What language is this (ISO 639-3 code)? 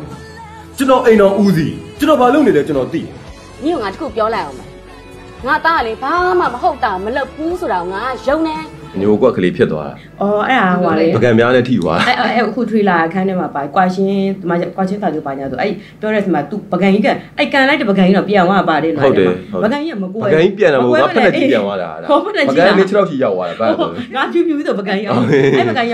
mya